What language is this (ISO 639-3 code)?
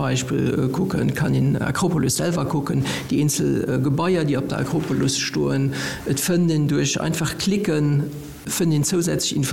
ltz